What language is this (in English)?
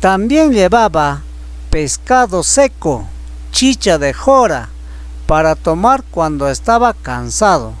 Ayacucho Quechua